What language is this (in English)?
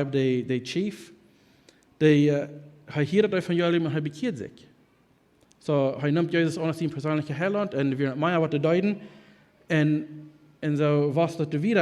Plautdietsch